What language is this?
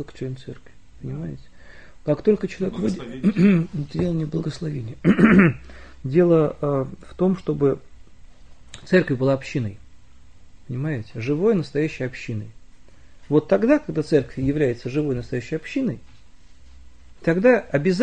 Russian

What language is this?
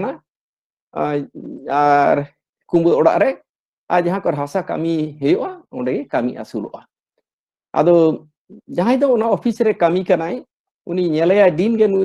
Santali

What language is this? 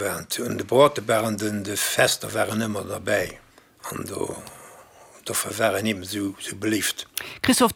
Luxembourgish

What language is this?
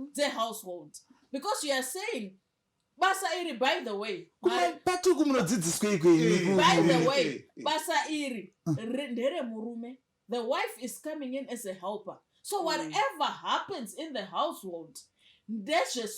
Shona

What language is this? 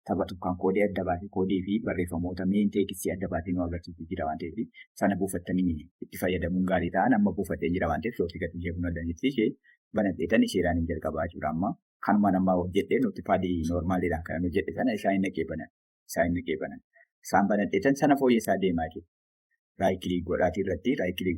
Oromo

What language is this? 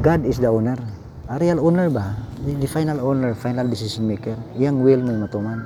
Cebuano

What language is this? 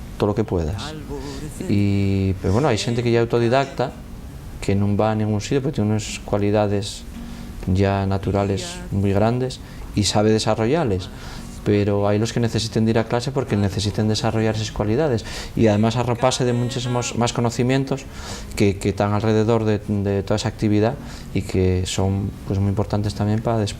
Asturian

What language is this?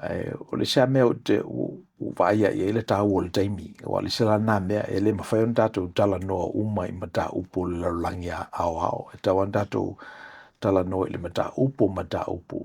Samoan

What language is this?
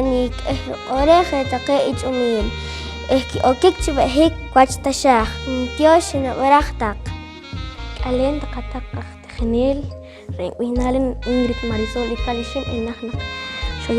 Poqomchi'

